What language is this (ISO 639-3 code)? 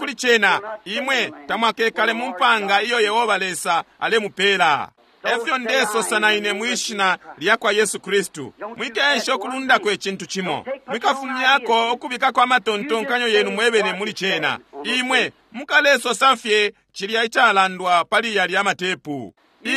bem